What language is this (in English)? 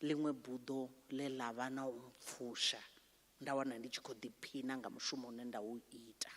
Venda